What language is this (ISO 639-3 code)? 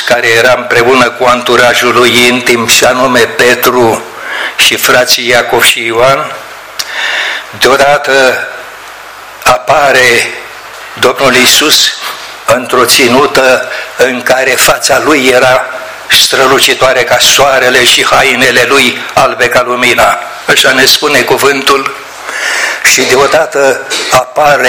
ron